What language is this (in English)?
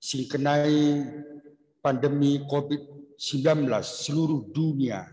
Batak Karo